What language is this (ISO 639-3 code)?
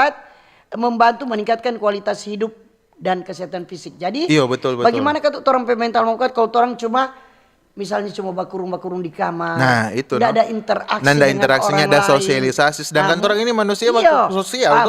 xmm